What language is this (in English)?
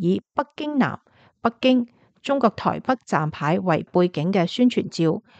Cantonese